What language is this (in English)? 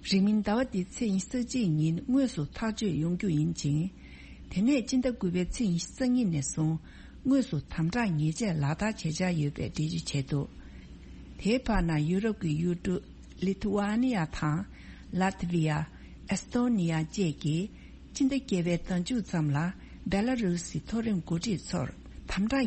Tibetan